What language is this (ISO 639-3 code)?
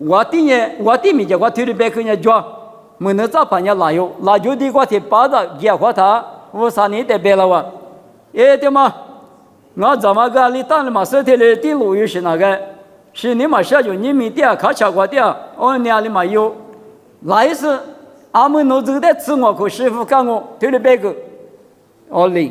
lis